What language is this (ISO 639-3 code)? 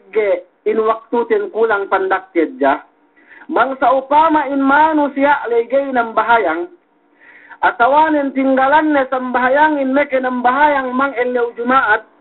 yka